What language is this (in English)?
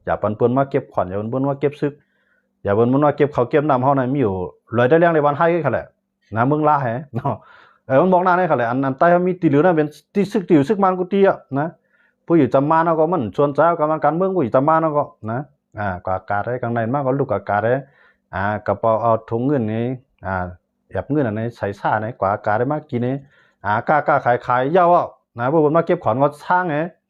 Shan